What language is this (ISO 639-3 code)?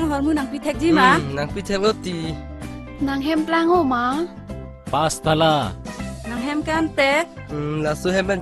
mjw